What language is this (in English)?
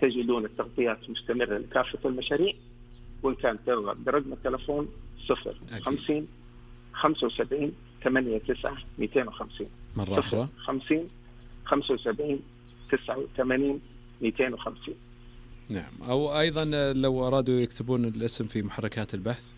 Najdi Arabic